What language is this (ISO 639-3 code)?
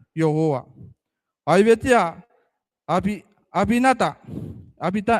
gil